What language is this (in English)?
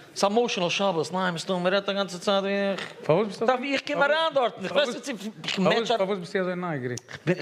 Yiddish